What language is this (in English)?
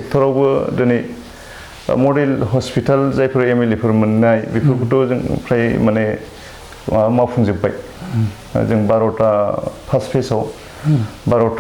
Bodo